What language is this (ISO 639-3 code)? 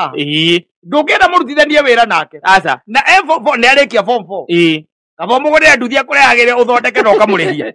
kik